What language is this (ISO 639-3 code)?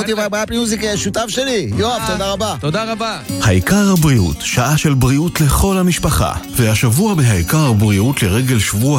heb